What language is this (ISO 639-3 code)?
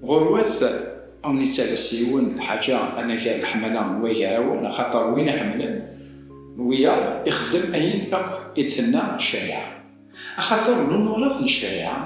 kab